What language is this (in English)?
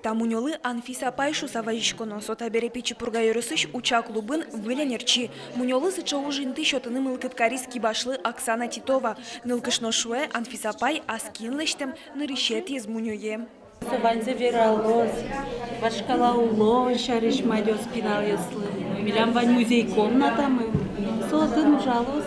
Udmurt